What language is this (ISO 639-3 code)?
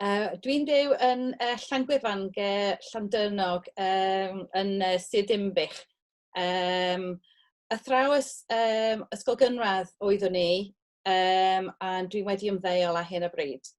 cym